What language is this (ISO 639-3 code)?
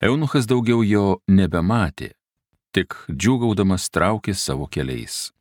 lit